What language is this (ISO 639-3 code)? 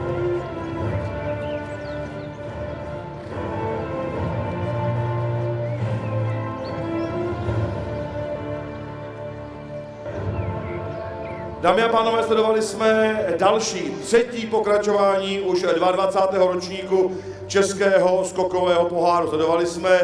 ces